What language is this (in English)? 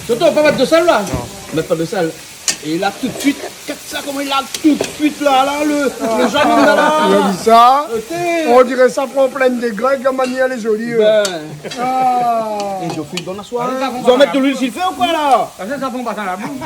Réunion Creole French